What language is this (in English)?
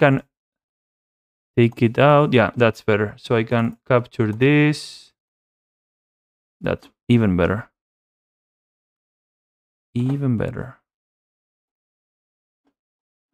English